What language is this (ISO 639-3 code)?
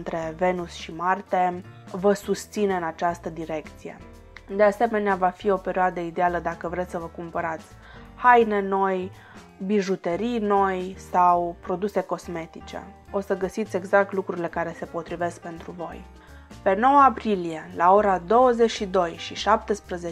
ron